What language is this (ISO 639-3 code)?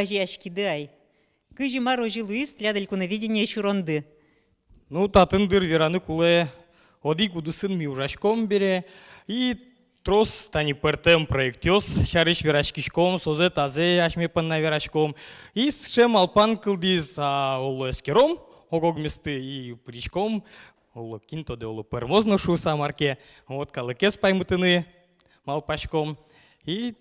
udm